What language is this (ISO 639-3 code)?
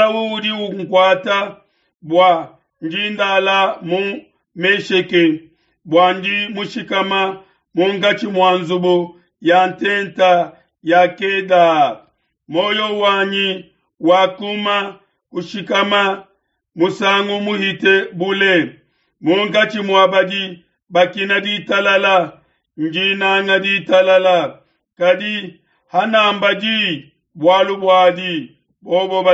lua